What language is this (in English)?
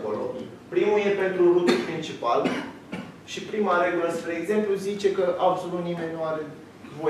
Romanian